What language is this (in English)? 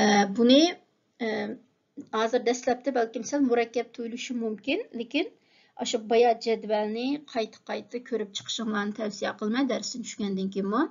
Uyghur